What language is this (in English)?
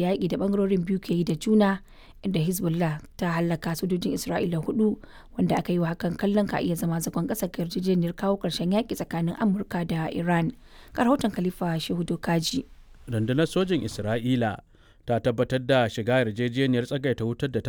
Hausa